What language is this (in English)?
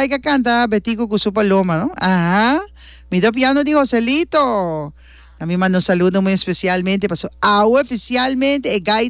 Papiamento